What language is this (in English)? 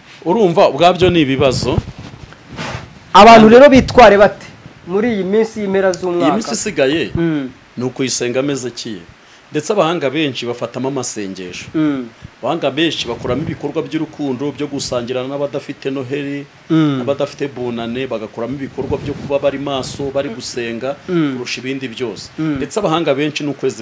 Kinyarwanda